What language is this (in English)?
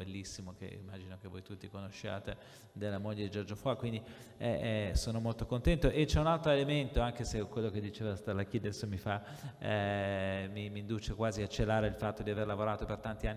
Italian